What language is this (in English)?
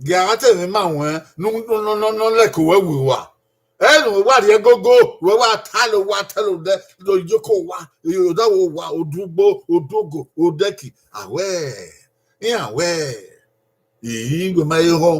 Bini